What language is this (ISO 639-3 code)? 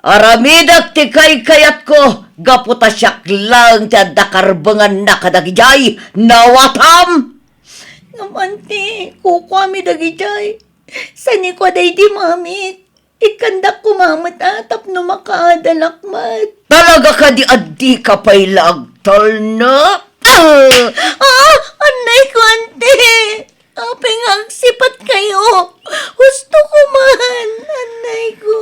ilo